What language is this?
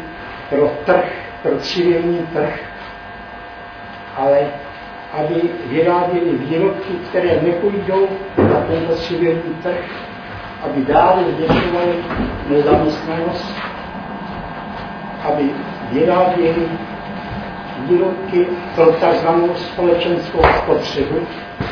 Czech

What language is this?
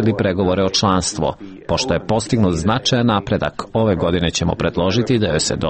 Serbian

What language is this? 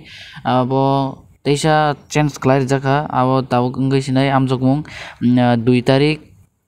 Kok Borok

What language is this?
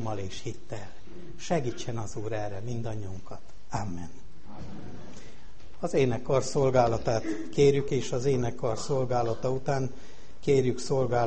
Hungarian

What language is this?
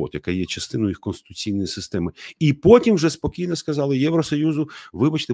Ukrainian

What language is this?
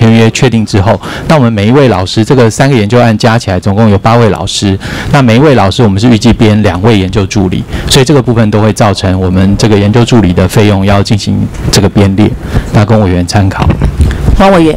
Chinese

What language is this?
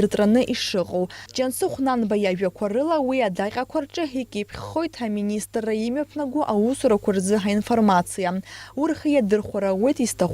Abkhazian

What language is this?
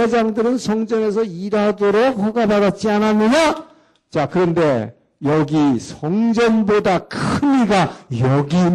Korean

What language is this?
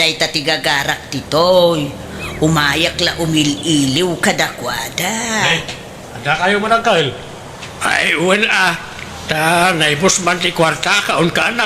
Iloko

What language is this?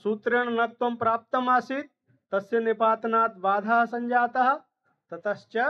Sanskrit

